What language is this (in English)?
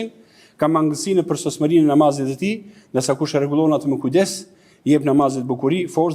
Albanian